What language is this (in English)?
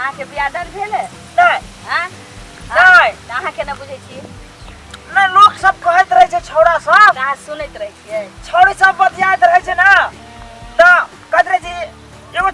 Maithili